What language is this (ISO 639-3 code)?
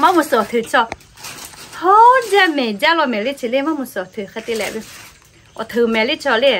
lhu